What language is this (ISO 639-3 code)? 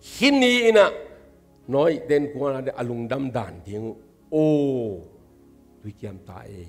ctd